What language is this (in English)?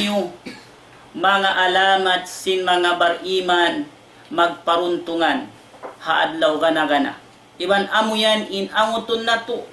Tausug